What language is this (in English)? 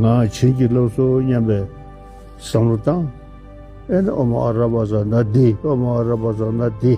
Tibetan